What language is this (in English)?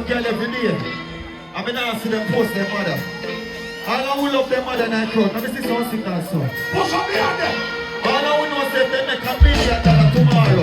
Jamaican Creole English